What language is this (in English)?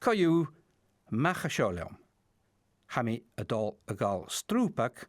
Scottish Gaelic